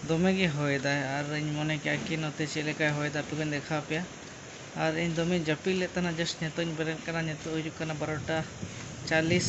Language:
Santali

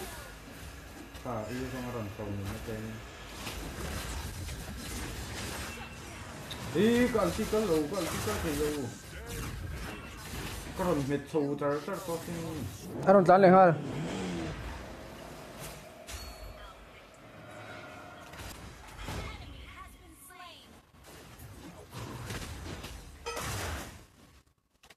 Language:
Vietnamese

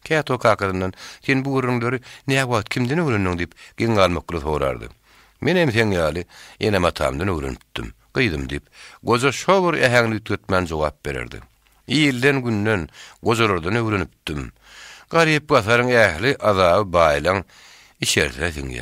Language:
Turkmen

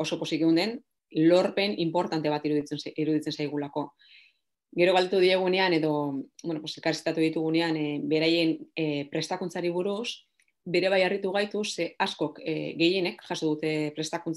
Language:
Basque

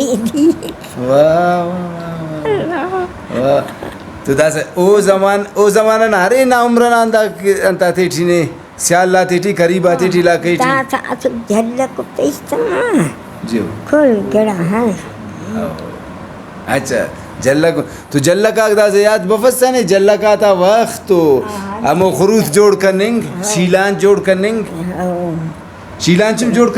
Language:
Brahui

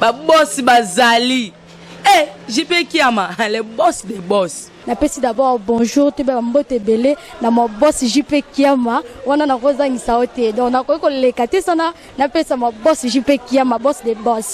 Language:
Lingala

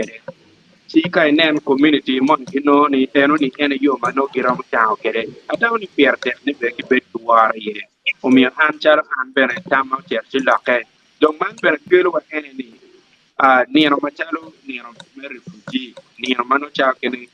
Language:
Acoli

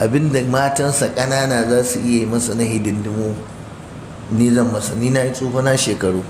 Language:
Hausa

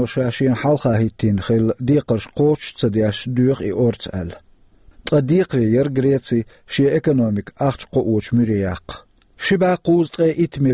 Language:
Chechen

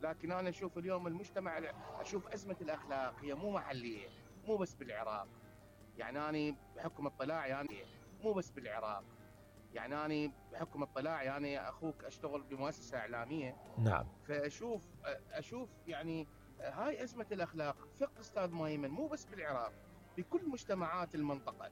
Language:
Mesopotamian Arabic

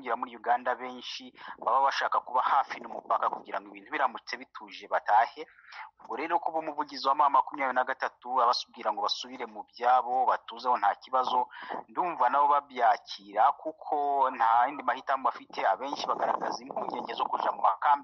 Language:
Kinyarwanda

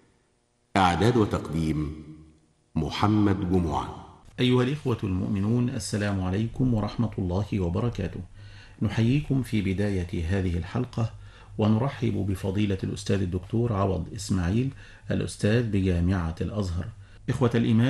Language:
Arabic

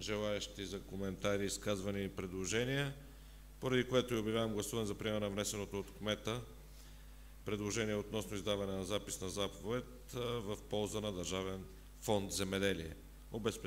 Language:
Bulgarian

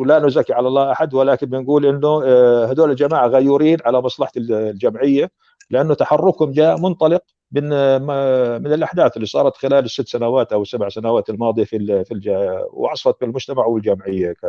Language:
North Levantine Arabic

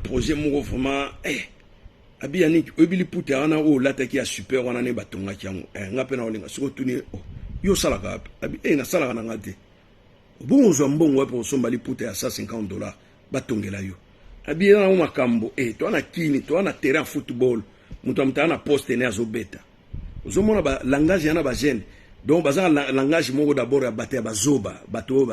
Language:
Lingala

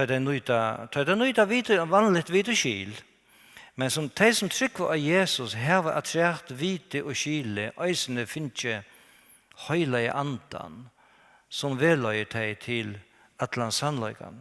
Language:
Faroese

